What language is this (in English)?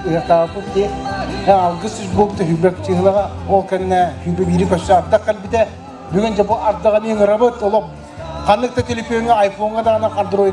Yakut